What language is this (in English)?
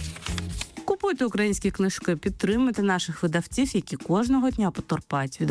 Ukrainian